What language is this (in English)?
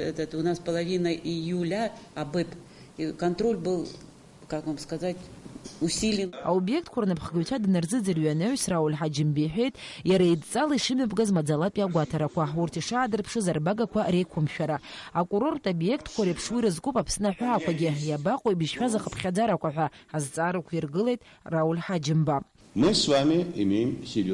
Abkhazian